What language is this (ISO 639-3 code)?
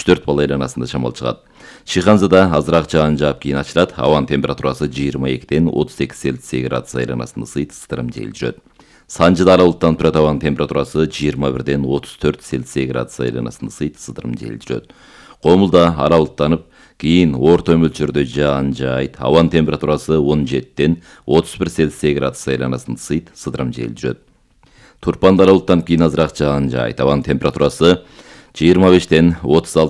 kir